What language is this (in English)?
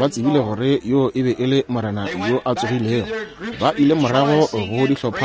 Northern Sotho